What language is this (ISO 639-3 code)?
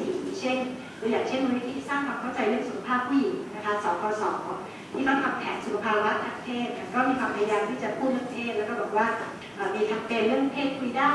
tha